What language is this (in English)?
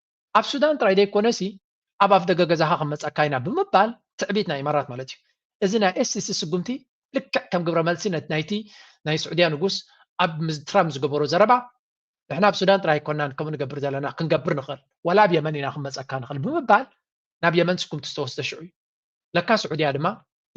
Tigrinya